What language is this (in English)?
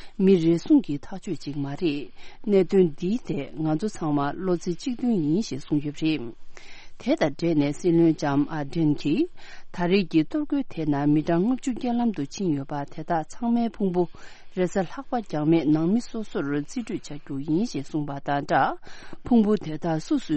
Tibetan